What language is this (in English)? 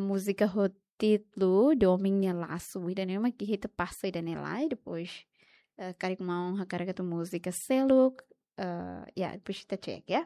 Tetum